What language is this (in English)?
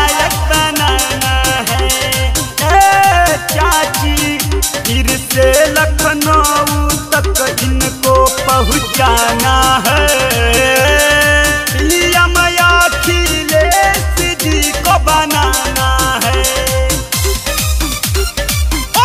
Bhojpuri